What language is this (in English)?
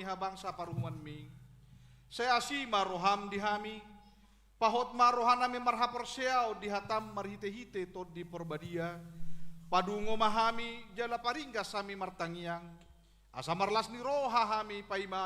Batak Toba